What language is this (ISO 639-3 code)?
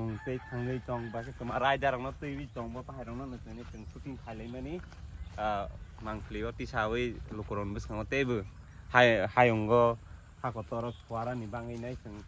trp